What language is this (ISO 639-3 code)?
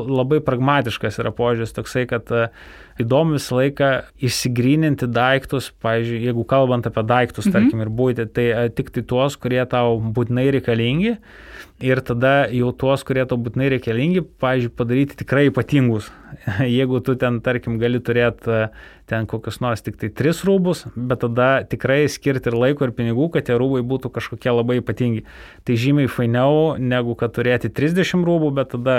lit